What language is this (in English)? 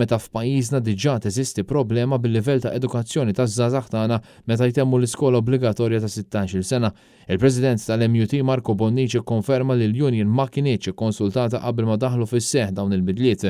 Maltese